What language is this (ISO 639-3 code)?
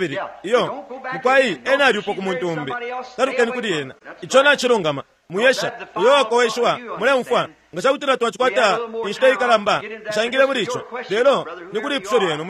bem